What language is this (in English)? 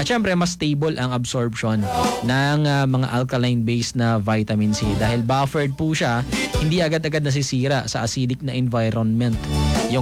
Filipino